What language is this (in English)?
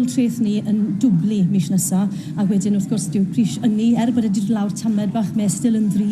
Welsh